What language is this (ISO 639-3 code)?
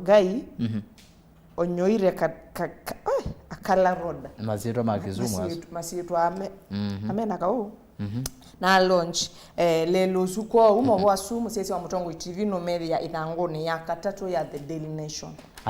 kam